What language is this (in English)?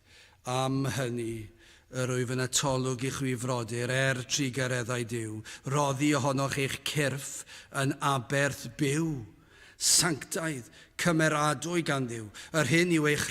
Welsh